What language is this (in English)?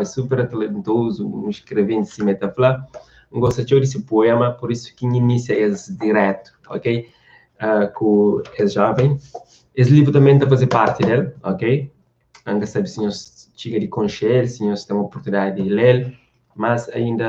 Kabuverdianu